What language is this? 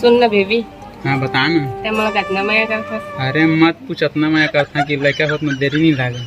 Chhattisgarhi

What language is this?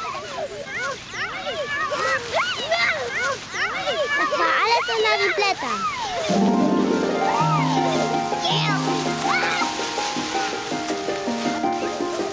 German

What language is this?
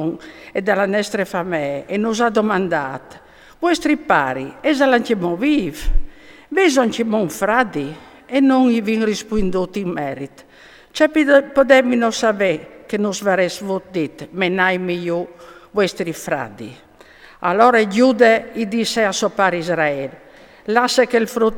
Friulian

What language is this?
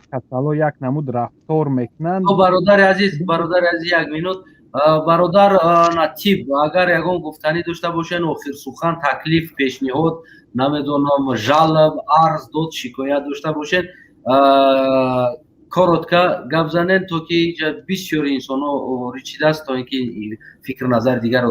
Tajik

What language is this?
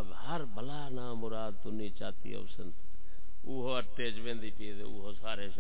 Saraiki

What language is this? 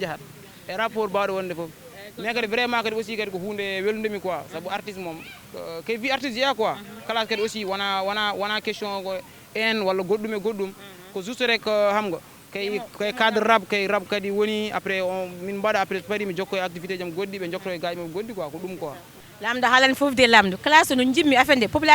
Fula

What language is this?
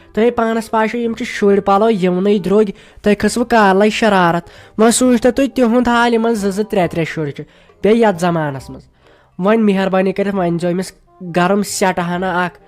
Kashmiri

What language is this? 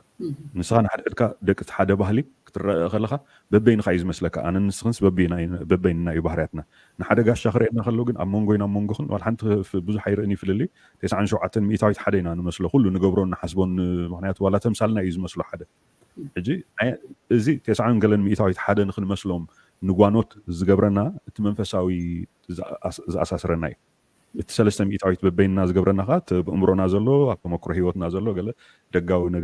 Tigrinya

